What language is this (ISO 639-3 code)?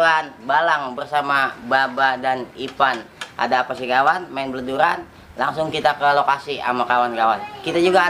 bew